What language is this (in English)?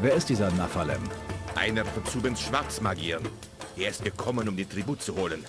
Bavarian